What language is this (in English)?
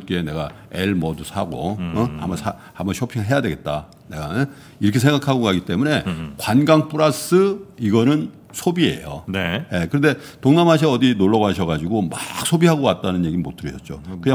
Korean